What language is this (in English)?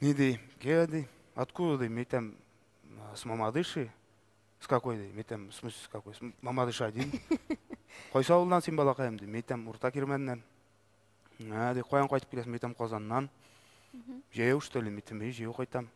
Tatar